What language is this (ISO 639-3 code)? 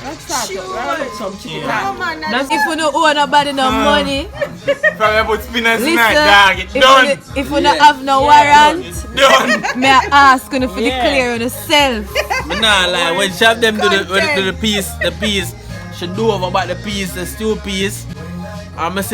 jam